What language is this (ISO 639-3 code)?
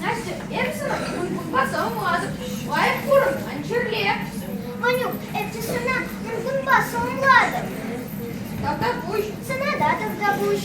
chv